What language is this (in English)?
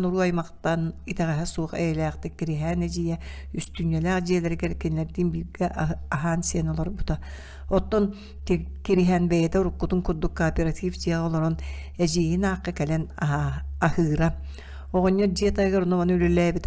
Yakut